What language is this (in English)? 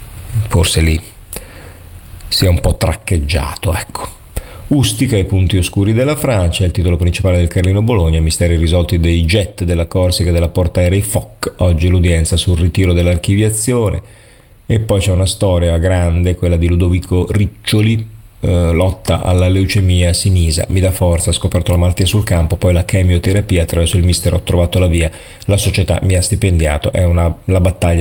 Italian